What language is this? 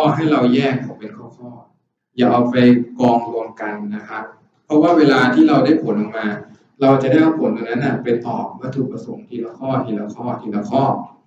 Thai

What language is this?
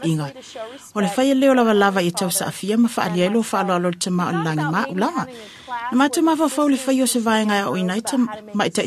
Samoan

